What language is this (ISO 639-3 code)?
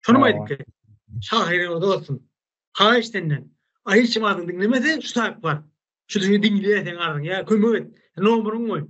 tuk